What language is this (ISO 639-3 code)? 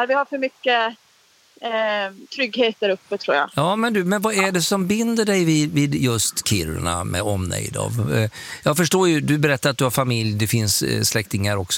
swe